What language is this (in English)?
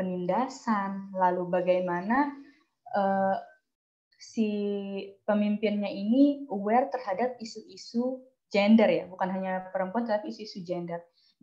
Indonesian